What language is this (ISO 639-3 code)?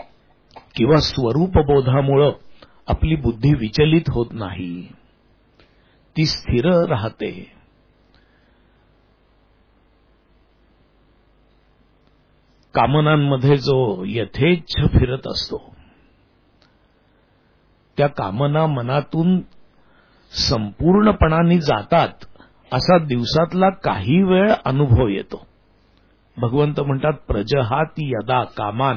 mar